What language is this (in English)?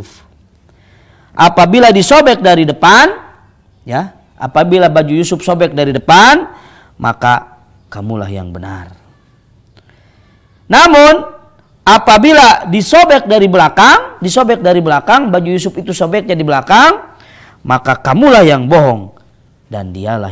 Indonesian